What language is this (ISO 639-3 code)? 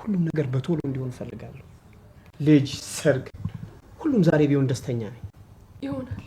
amh